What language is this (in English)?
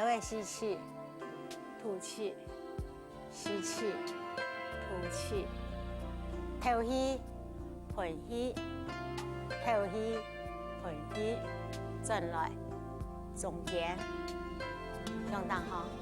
Hakka Chinese